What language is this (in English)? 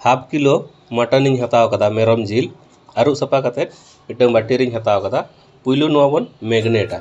Santali